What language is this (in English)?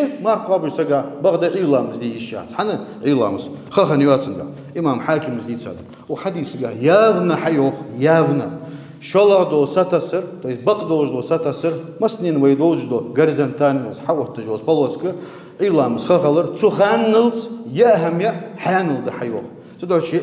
Ingush